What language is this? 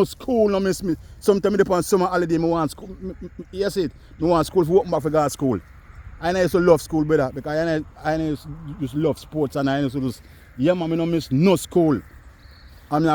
Jamaican Creole English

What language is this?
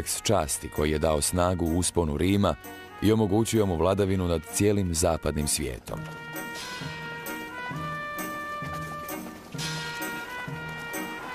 Croatian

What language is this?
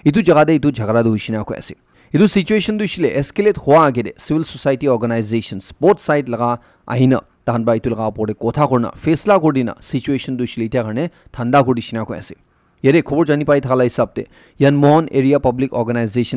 Naga Pidgin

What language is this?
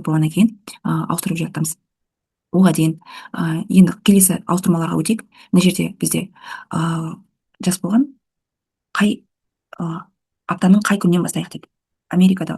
Kazakh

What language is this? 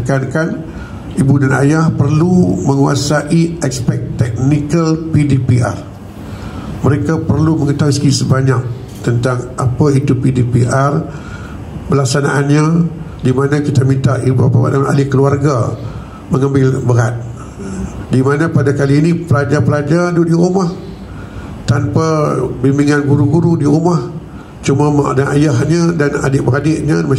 Malay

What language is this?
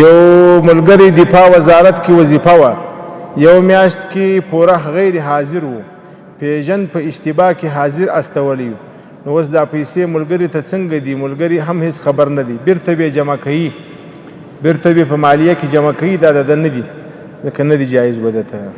Pashto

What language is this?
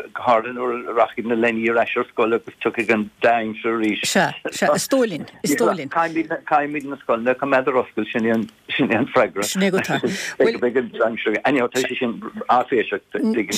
Irish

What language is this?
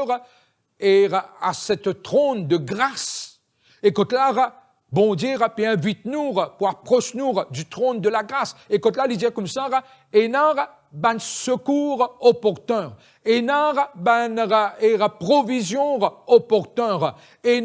Morisyen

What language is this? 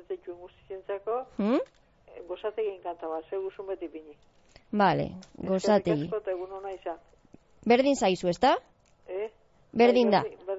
Basque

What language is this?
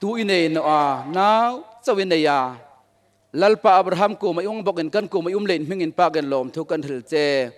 Hmar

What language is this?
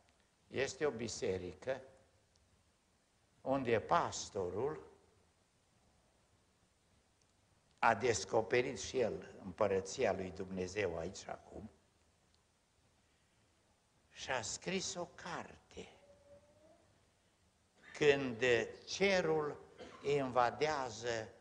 Romanian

